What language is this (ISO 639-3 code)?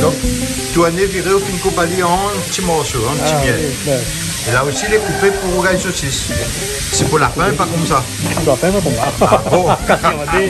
rcf